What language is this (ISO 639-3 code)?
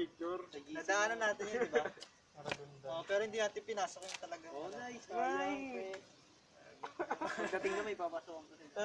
fil